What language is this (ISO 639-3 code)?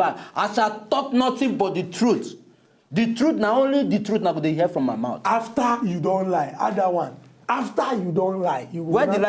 pcm